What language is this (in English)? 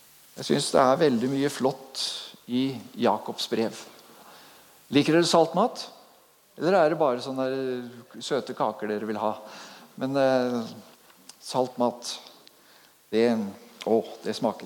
Norwegian